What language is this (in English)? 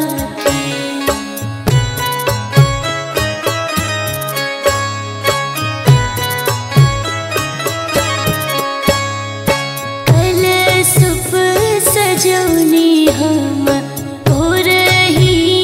Bhojpuri